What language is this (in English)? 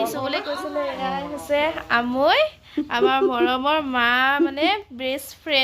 Assamese